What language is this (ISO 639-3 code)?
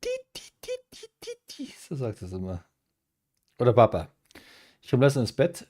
bar